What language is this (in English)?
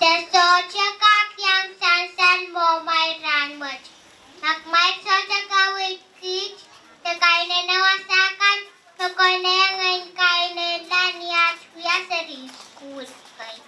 Pohnpeian